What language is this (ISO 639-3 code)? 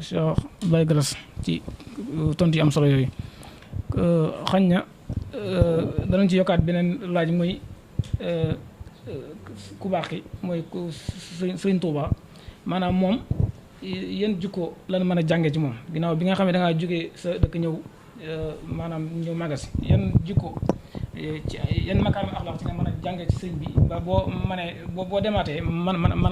wol